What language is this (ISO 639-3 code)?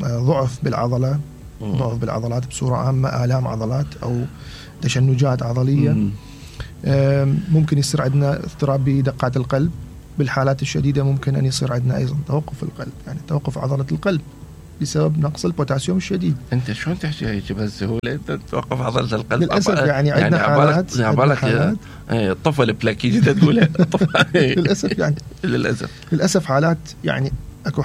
acm